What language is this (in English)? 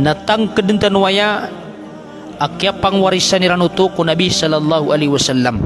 Maranao